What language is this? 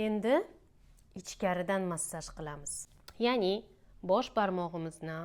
Uzbek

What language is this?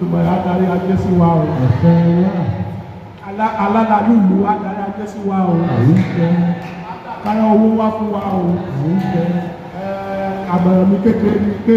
Yoruba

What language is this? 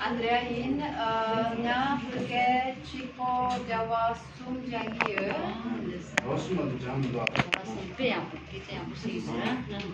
Tibetan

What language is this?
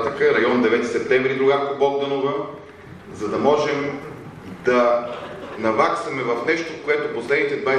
Bulgarian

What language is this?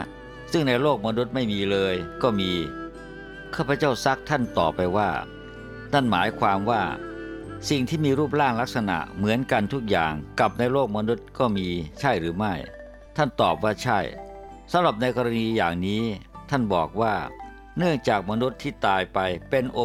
Thai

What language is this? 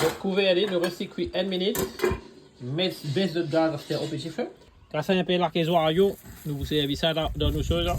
Morisyen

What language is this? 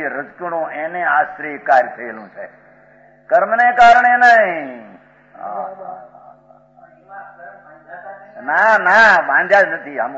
Gujarati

